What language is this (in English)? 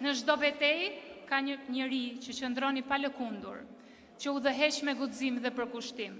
Albanian